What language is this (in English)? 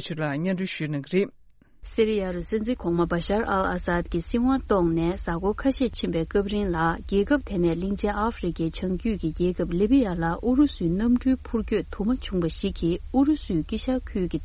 Tibetan